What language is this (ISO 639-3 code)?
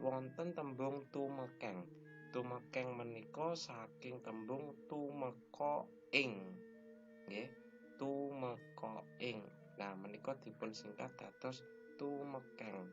jav